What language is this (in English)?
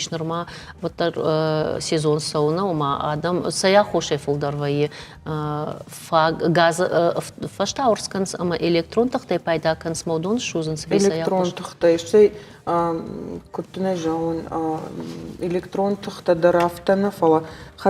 Ossetic